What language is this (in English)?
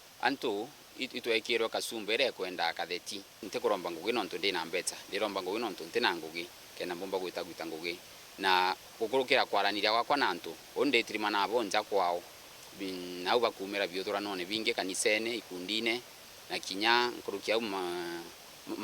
Meru